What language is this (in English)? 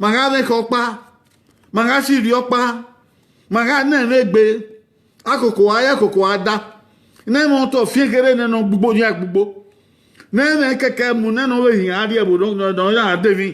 Bini